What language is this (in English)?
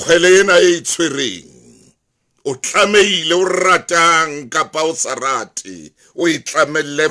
Southern Sotho